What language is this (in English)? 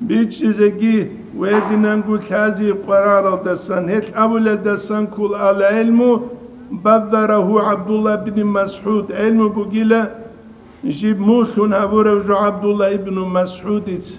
Avaric